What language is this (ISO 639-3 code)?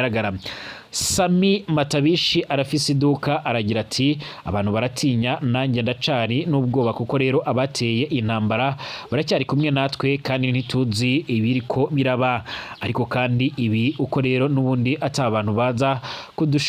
run